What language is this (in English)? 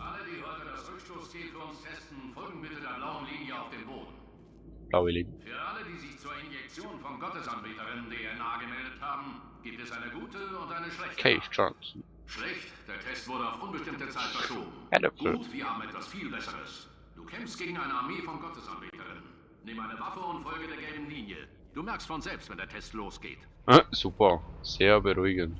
Swiss German